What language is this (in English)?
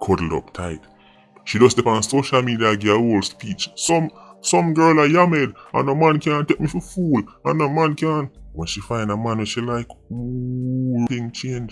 Jamaican Creole English